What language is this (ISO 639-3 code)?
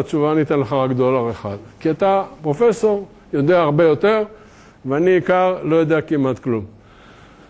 heb